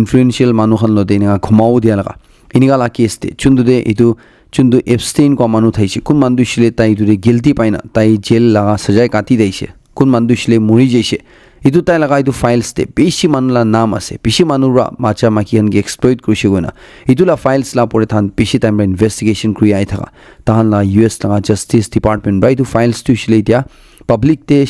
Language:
Naga Pidgin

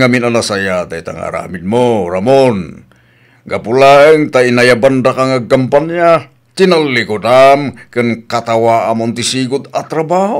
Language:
Iloko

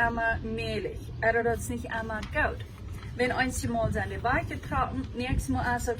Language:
Plautdietsch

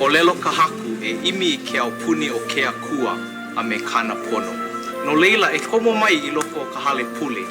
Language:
Hawaiian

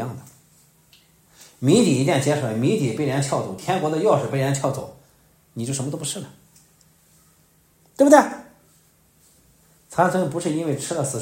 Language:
Chinese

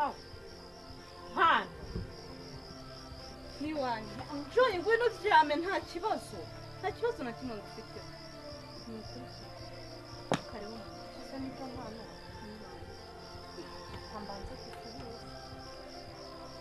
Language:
Kinyarwanda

